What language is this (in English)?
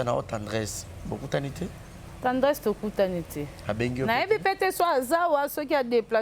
Lingala